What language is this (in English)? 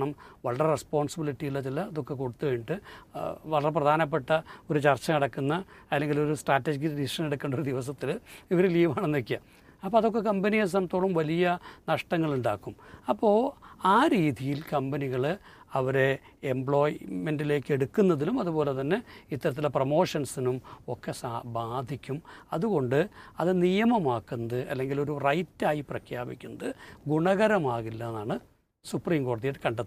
Malayalam